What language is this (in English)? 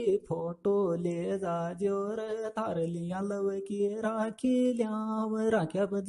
Sanskrit